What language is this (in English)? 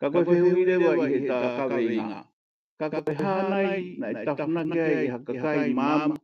Tongan